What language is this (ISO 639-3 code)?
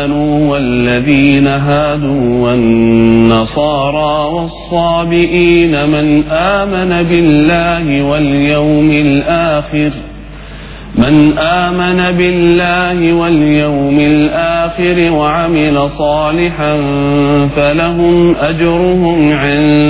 ind